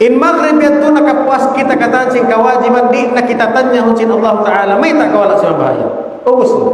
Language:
Tausug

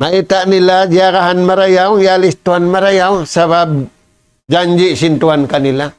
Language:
Tausug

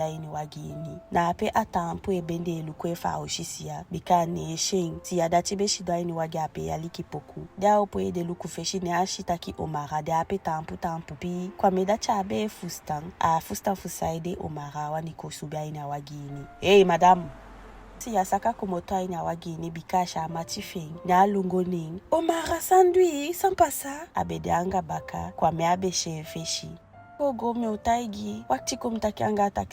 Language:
Eastern Maroon Creole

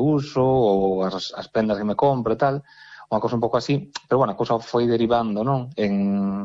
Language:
Galician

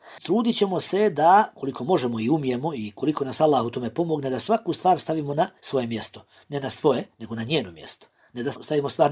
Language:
Bosnian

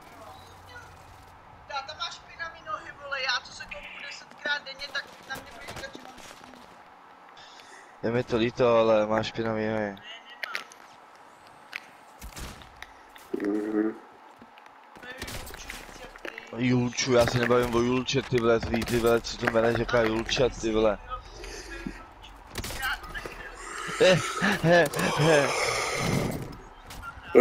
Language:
Czech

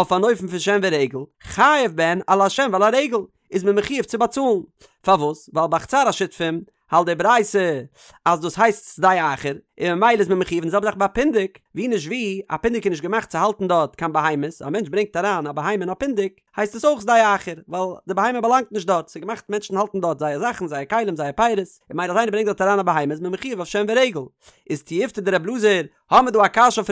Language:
Yiddish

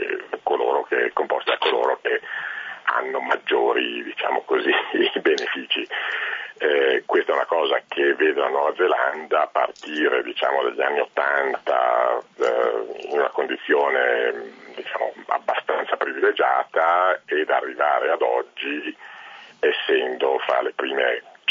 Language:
Italian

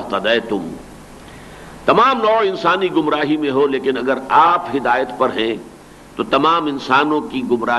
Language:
Urdu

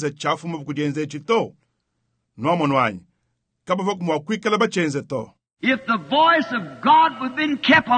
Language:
Luba-Lulua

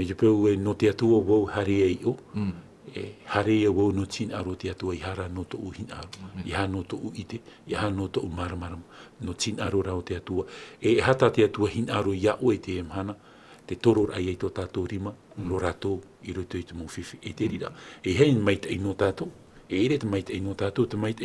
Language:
Tahitian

